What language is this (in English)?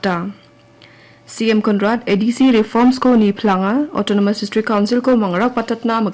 Garo